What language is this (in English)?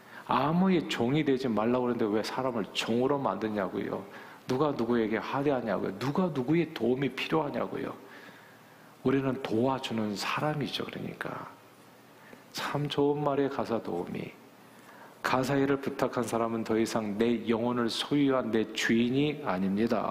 Korean